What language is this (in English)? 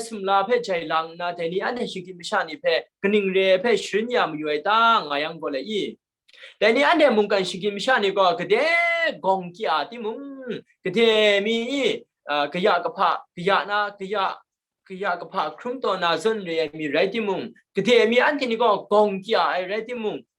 Kachin